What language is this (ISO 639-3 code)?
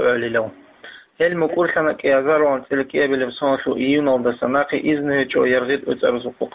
ava